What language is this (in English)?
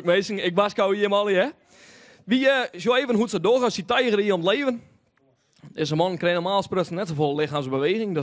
Western Frisian